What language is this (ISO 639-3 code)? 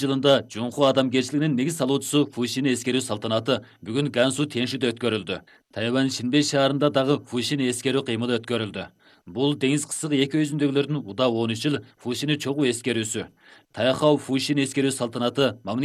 kir